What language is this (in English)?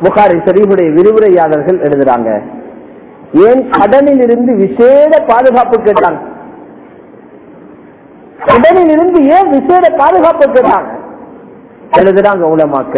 Tamil